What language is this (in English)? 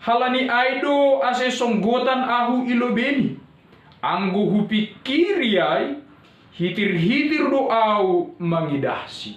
Batak Simalungun